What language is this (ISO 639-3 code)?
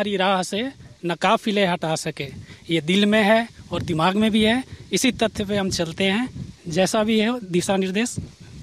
hin